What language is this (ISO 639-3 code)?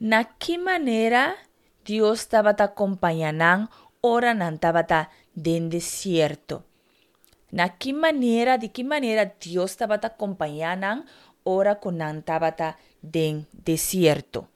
pap